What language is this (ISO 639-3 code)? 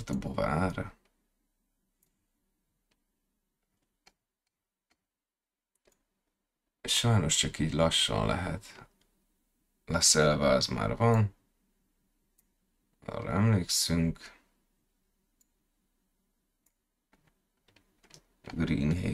hun